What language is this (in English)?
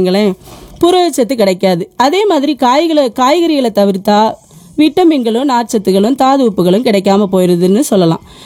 Tamil